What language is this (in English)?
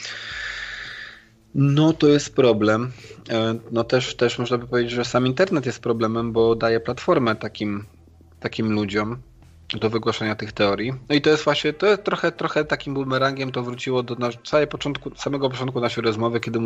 Polish